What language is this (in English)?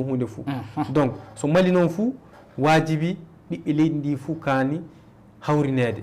Fula